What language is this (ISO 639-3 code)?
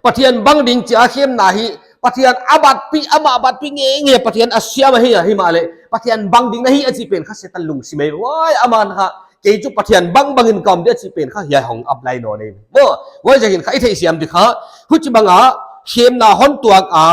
pck